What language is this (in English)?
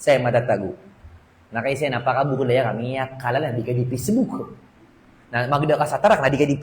Maranao